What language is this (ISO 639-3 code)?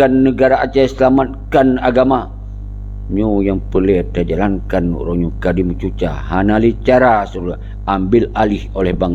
ace